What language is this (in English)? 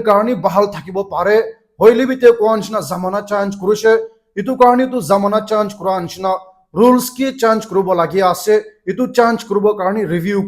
Naga Pidgin